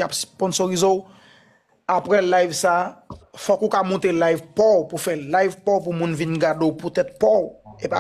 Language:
Haitian Creole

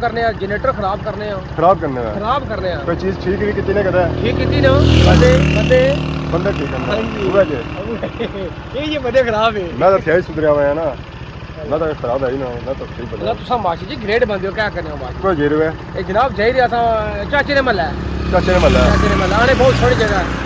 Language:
Pahari-Potwari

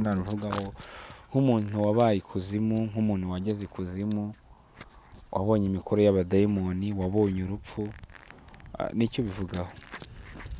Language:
Kinyarwanda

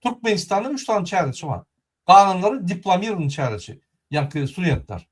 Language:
Turkmen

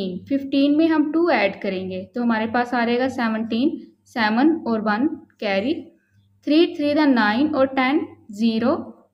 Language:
Hindi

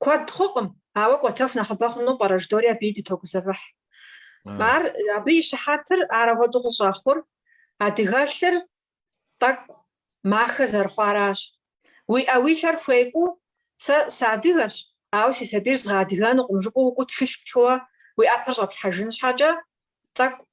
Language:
Kabardian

